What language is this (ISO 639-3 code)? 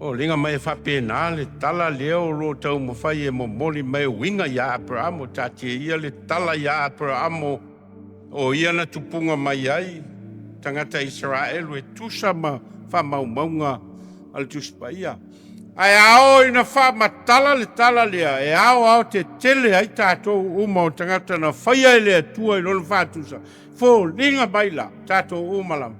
smo